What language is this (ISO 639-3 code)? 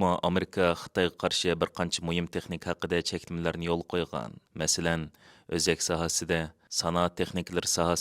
uig